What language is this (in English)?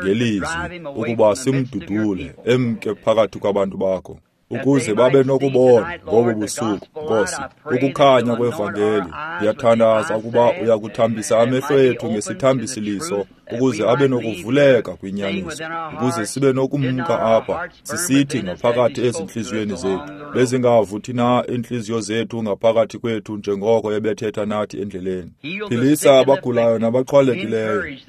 Xhosa